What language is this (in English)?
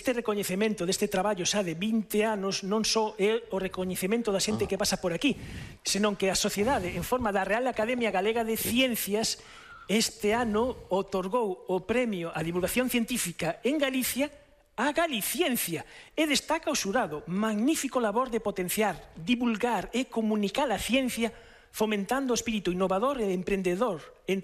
Galician